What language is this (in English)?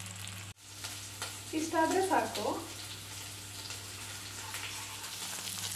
Kannada